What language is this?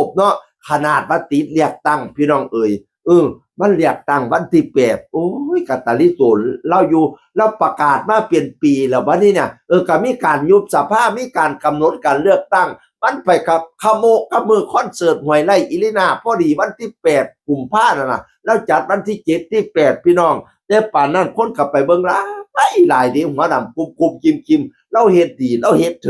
Northeastern Thai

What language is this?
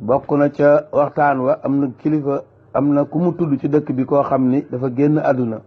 Wolof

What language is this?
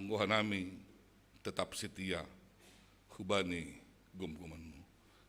Batak Simalungun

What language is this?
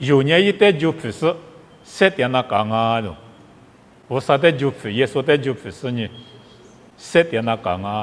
Lisu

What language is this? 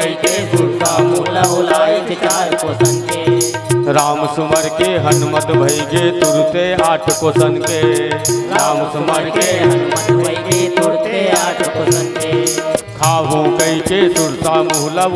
Chhattisgarhi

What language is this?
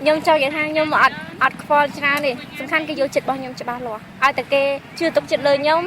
Khmer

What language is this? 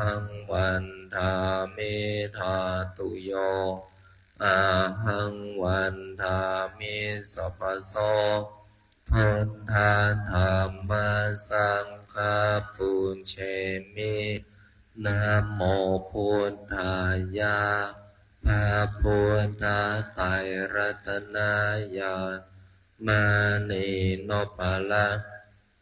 Pali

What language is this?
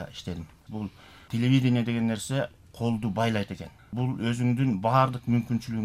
Kyrgyz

